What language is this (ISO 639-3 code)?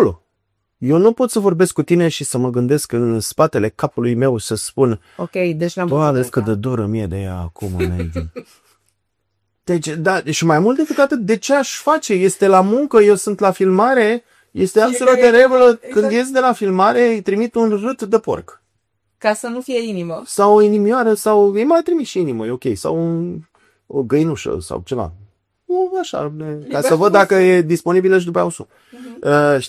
ron